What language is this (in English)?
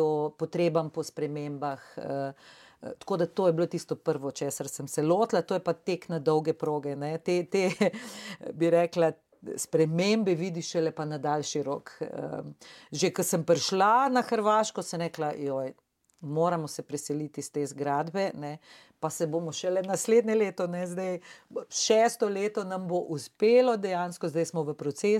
Slovenian